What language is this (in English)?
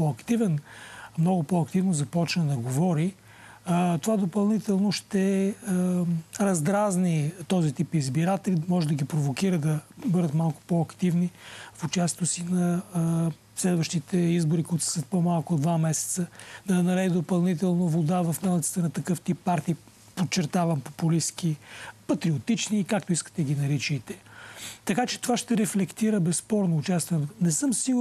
Bulgarian